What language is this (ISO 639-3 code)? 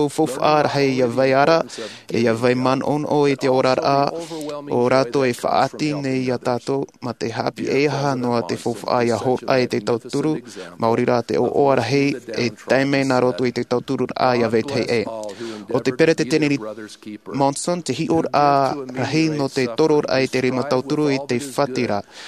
tah